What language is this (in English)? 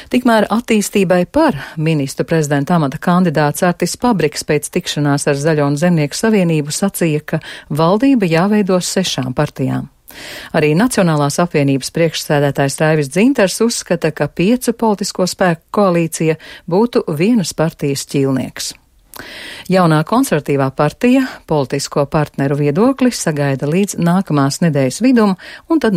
Latvian